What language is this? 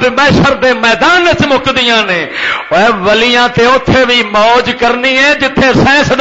Western Panjabi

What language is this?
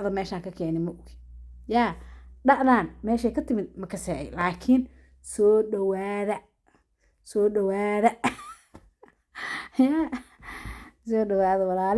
Somali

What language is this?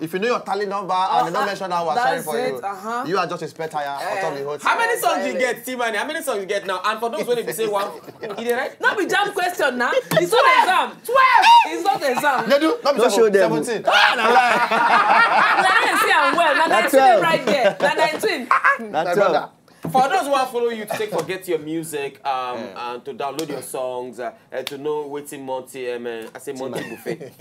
Nigerian Pidgin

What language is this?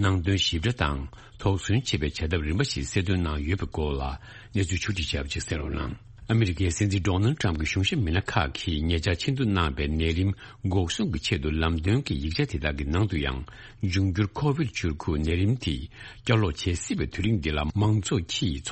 Tibetan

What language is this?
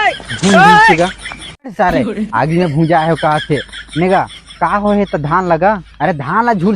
Chhattisgarhi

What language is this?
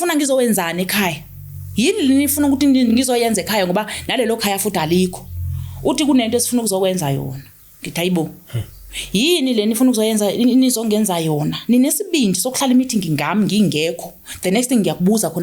Zulu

